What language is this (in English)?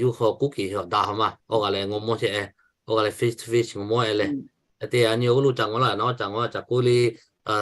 Lahu